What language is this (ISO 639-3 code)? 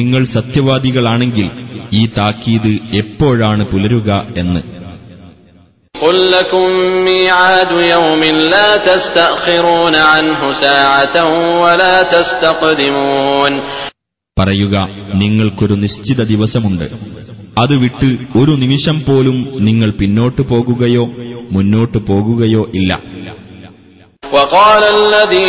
mal